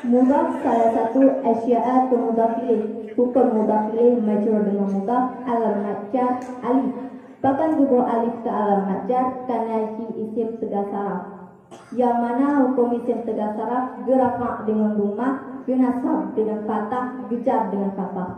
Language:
Achinese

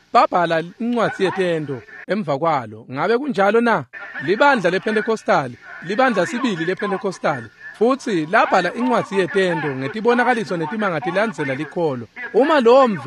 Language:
Swati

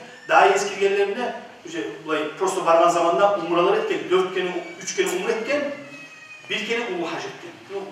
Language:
Kumyk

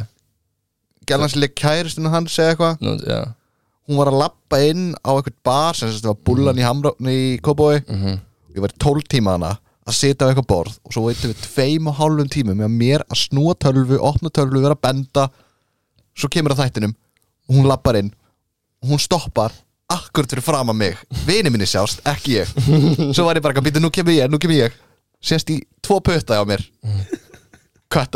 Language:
Icelandic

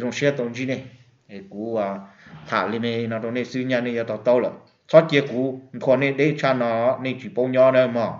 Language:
Hmong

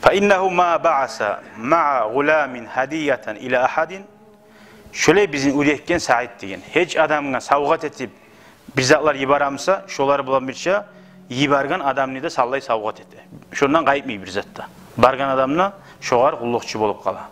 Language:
Kumyk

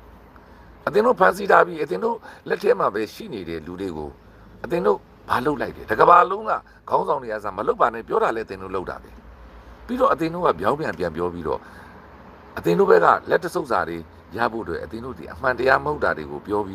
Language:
Burmese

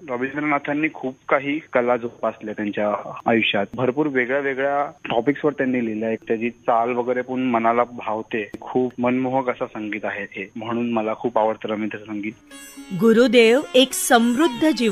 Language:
Marathi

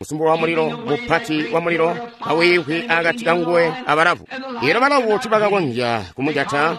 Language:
Tonga (Zambia)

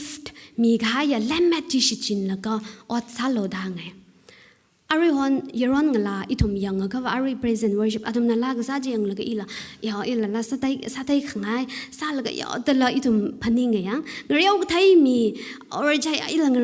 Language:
Tangkhul Naga (India)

